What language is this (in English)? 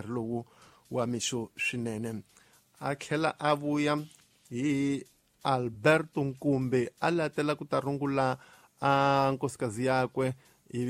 Tsonga